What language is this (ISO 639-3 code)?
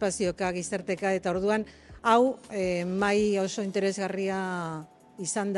eus